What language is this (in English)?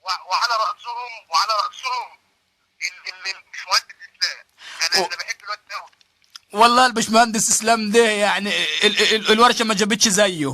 Egyptian Arabic